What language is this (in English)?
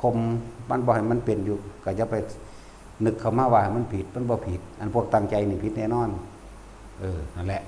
Lao